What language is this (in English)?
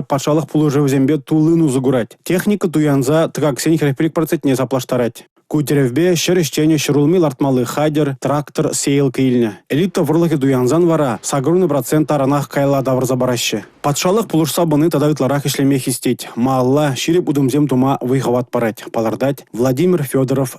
Chuvash